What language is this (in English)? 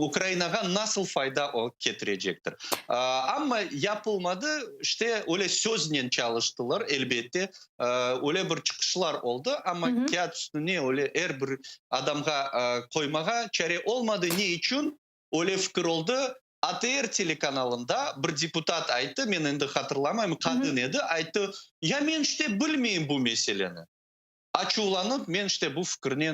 Crimean Tatar